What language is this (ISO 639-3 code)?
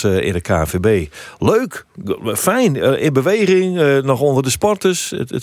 fry